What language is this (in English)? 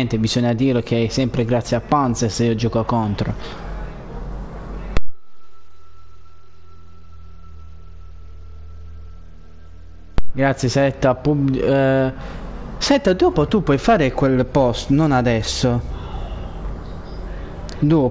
Italian